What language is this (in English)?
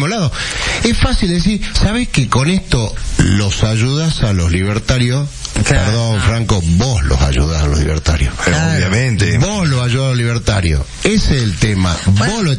Spanish